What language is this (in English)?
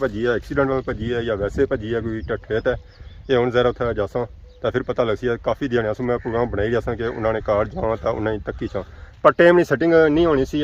Pahari-Potwari